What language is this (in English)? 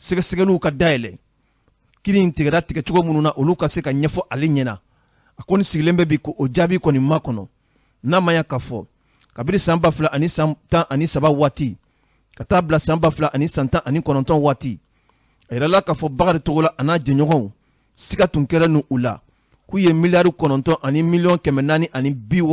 Bambara